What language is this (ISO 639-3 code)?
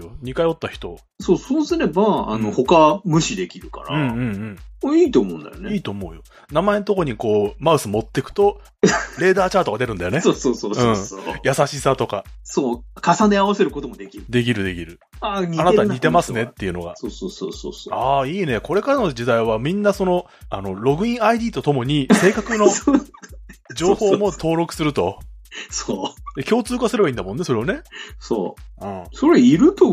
jpn